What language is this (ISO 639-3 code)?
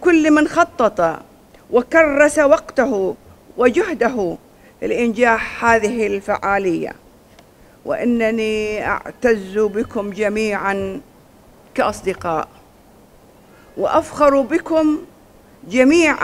ara